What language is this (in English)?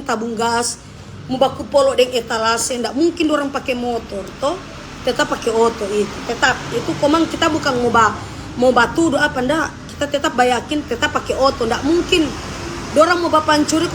Manado Malay